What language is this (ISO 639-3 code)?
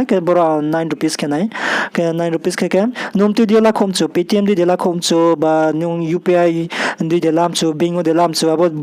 ria